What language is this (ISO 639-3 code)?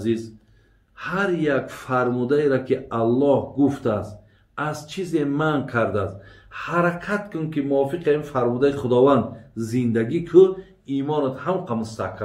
tgk